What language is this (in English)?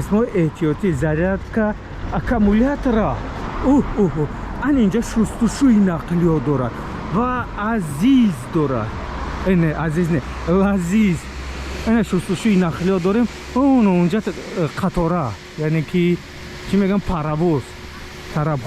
Tajik